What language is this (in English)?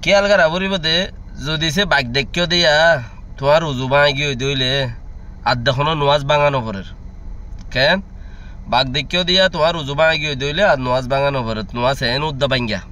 Rohingya